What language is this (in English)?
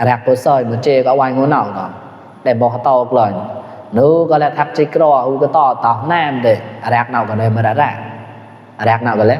Mon